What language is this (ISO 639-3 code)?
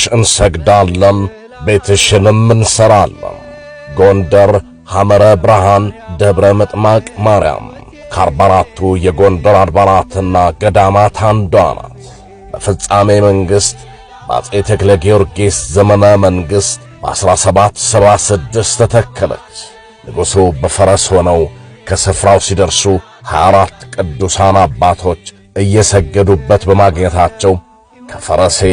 amh